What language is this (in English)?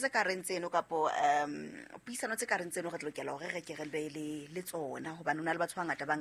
Southern Sotho